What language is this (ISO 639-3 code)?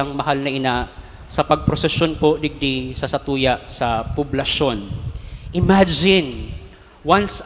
bik